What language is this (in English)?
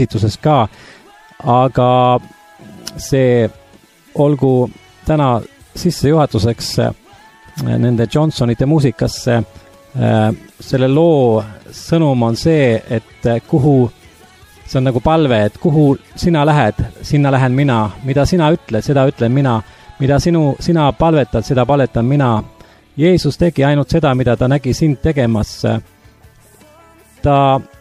Estonian